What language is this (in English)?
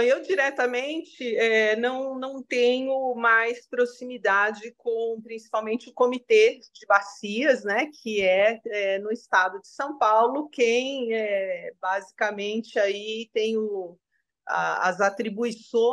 Portuguese